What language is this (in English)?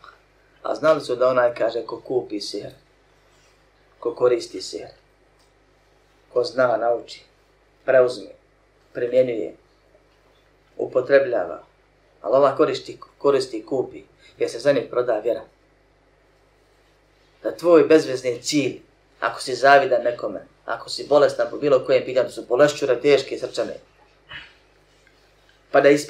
Bosnian